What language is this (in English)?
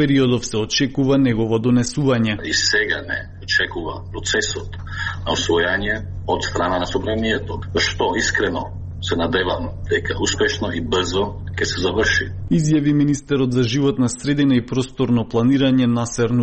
Macedonian